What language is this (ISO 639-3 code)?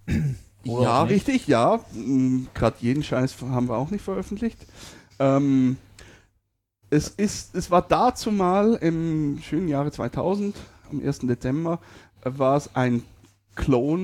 deu